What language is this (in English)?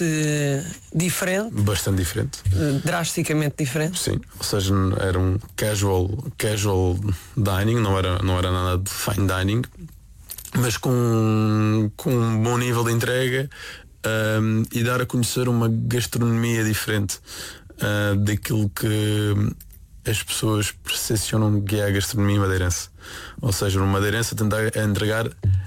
Portuguese